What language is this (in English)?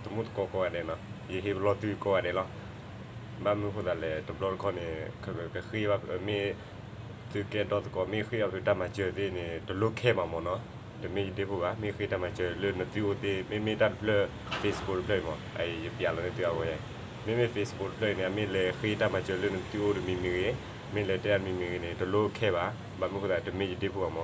S'gaw Karen